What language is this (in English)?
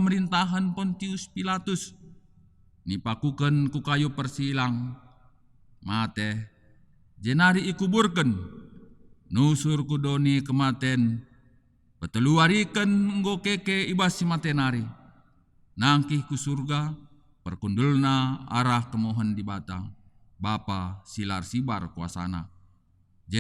Batak Karo